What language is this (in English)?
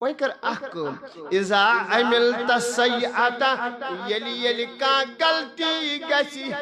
Kashmiri